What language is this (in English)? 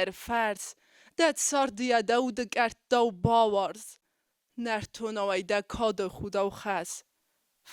Ossetic